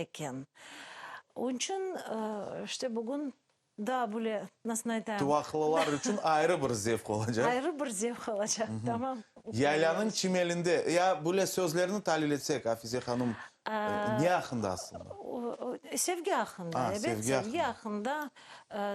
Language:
Crimean Tatar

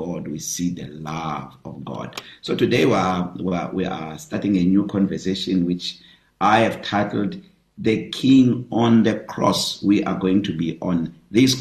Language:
English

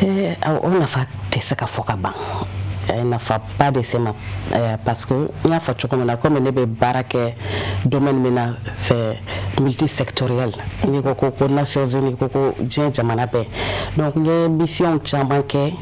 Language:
Bambara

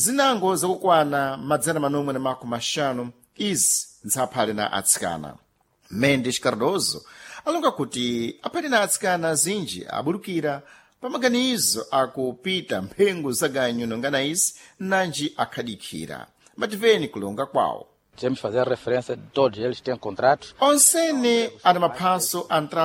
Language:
Sena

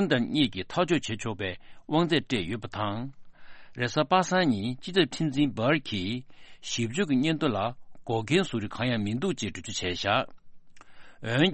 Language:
Tibetan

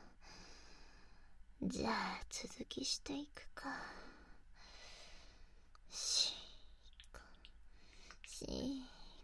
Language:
Japanese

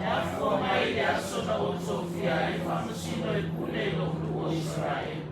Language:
Samoan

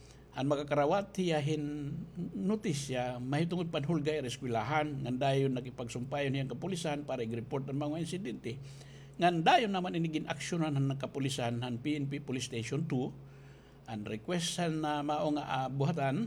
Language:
Waray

